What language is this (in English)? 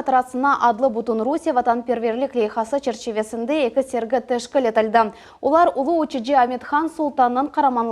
Crimean Tatar